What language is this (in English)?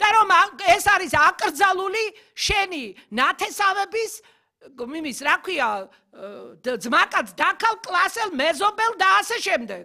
Georgian